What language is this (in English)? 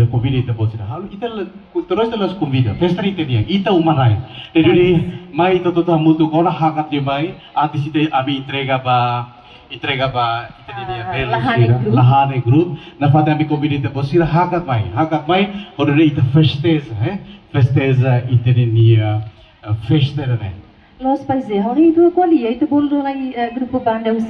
Tetum